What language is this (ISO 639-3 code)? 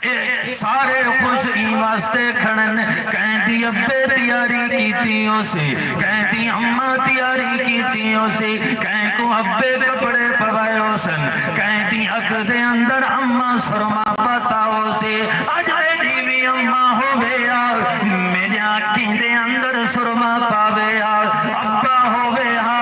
skr